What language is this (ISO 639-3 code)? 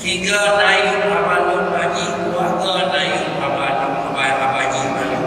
ace